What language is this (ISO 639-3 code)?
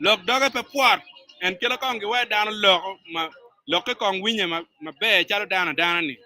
ach